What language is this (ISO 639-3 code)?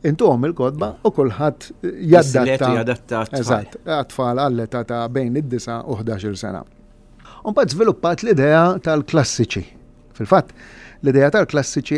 mlt